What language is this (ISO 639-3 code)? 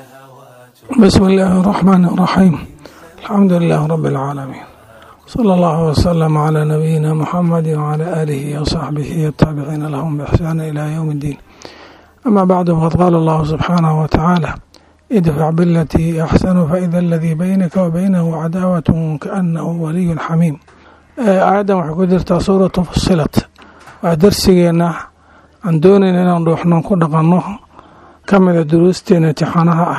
som